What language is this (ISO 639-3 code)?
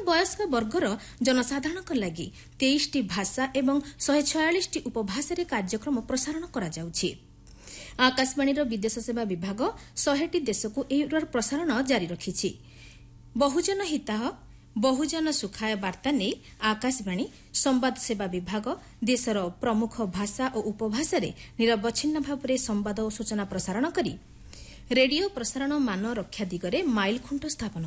ori